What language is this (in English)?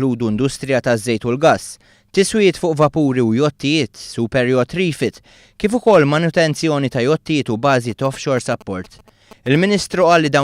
Maltese